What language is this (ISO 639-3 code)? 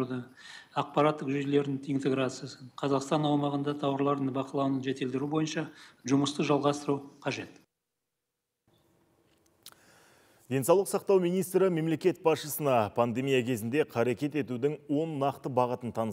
kaz